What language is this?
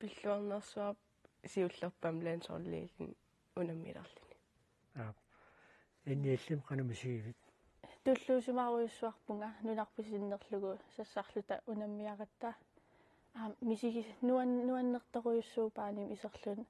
Kalaallisut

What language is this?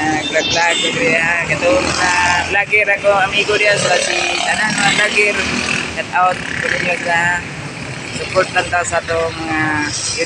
Cebuano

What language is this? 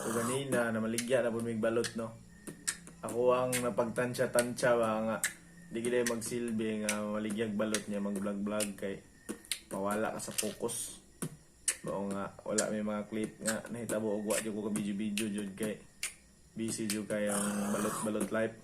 Cebuano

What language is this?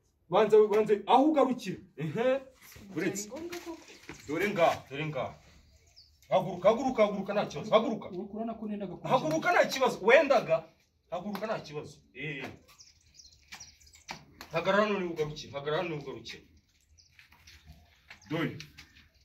Kinyarwanda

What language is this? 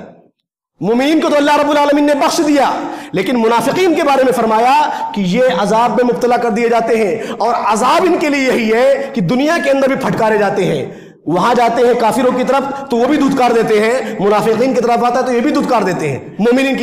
Urdu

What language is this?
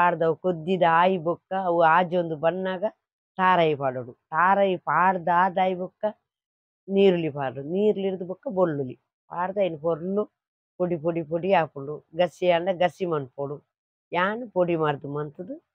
Tulu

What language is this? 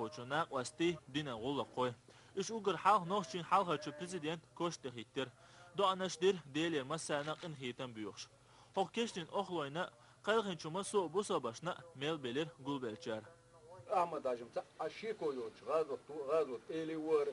Chechen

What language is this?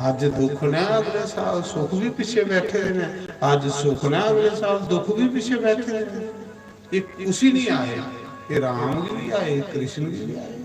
Dogri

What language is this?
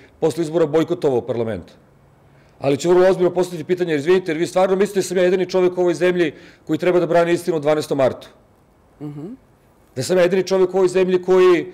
Serbian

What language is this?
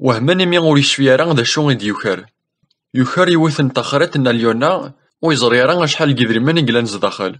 Kabyle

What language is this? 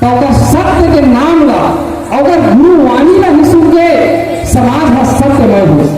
Chhattisgarhi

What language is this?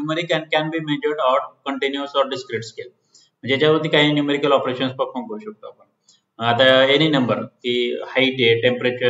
Marathi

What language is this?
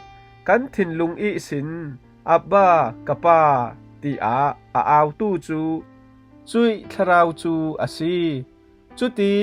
Falam Chin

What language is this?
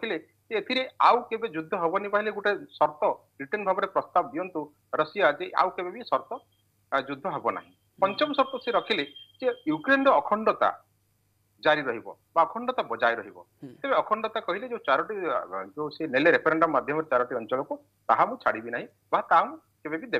Odia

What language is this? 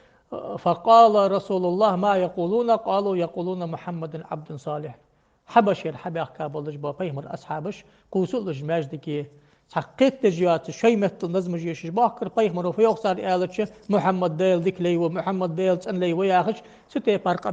Ingush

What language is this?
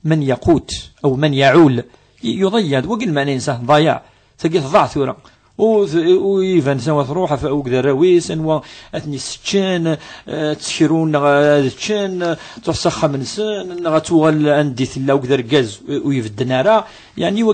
Kabyle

